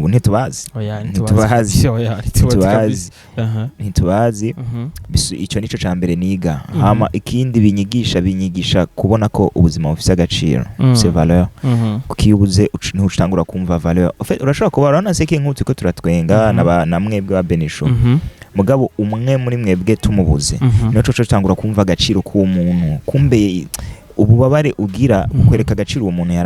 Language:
Rundi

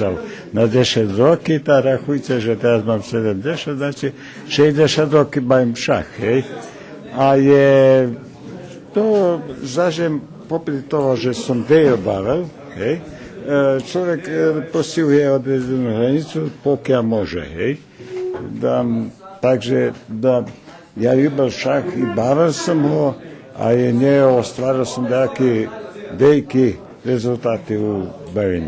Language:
Rusyn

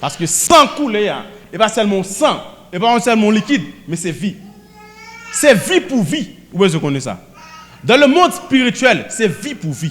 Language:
Haitian Creole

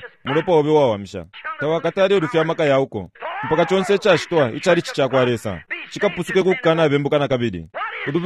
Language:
Bemba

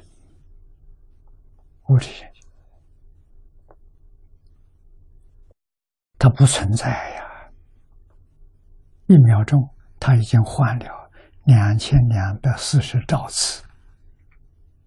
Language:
Chinese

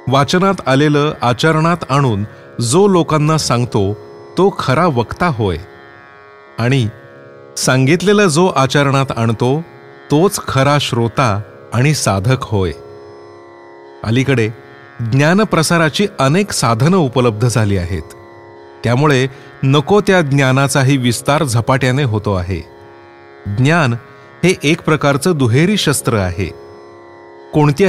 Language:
Marathi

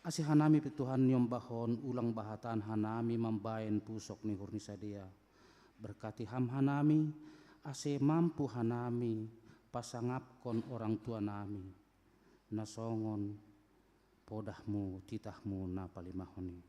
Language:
Batak Simalungun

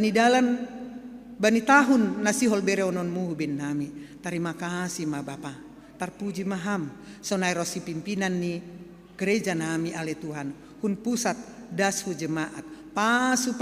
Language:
Batak Simalungun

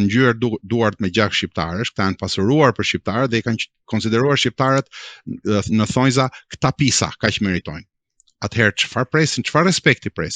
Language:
Albanian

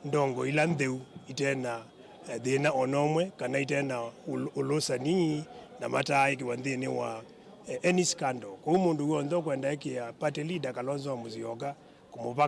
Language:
Kamba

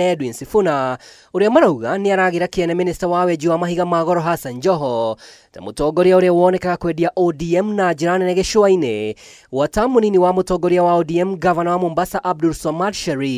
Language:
Kikuyu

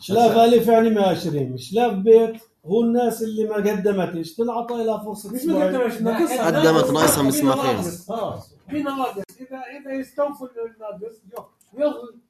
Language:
North Levantine Arabic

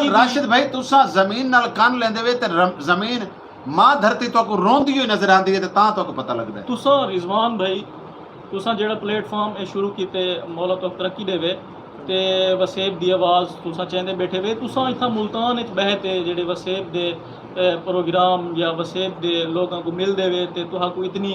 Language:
Saraiki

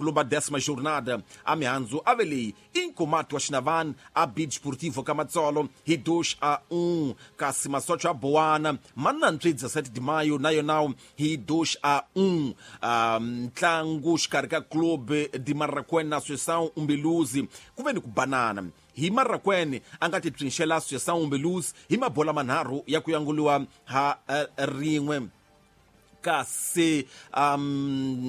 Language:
Tsonga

